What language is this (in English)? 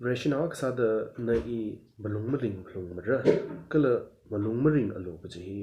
Tangkhul Naga (India)